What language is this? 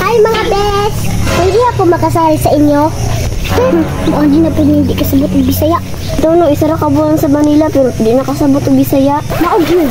Cebuano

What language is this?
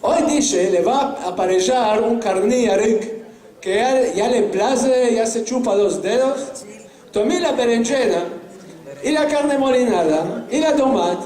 Ladino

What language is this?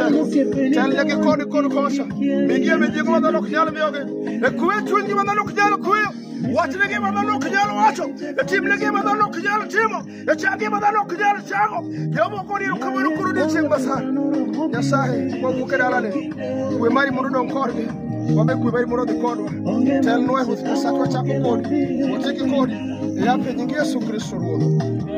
Luo (Kenya and Tanzania)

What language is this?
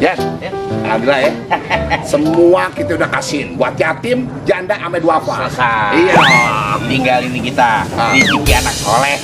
Betawi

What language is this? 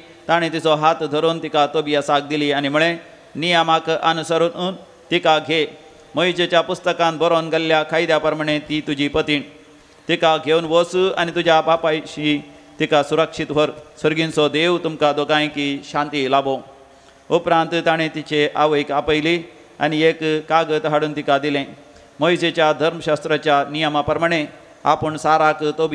Konkani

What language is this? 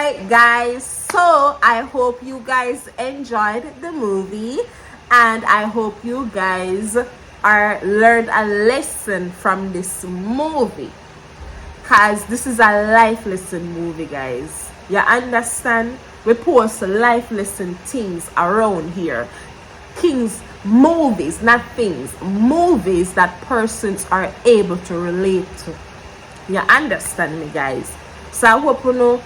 Jamaican Creole English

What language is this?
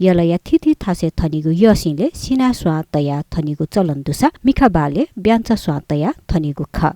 Newari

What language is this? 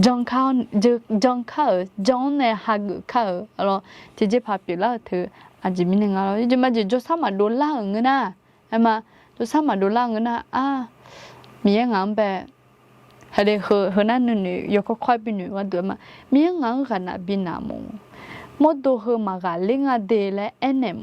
Akha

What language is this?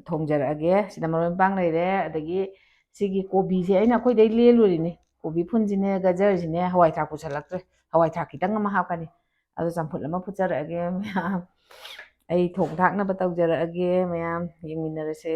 Manipuri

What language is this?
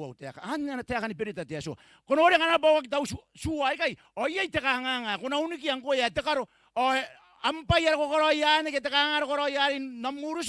Gilbertese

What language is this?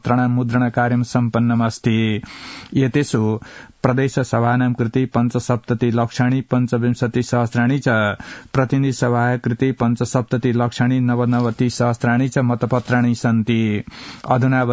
Sanskrit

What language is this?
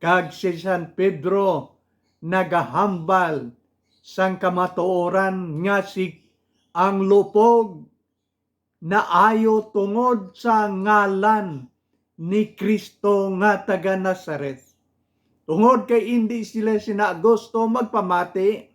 Hiligaynon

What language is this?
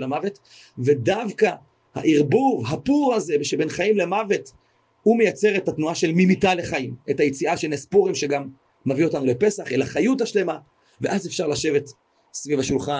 Hebrew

